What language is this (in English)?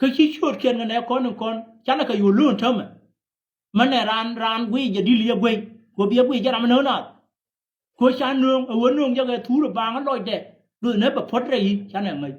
Nuer